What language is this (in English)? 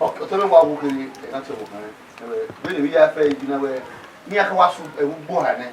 Bini